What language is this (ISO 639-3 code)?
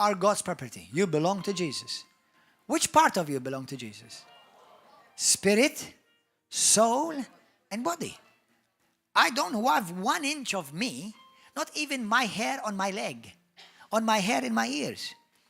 eng